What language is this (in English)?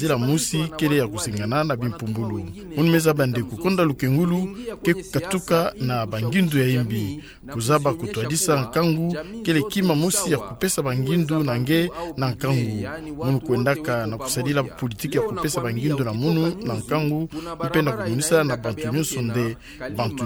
Kituba (Democratic Republic of Congo)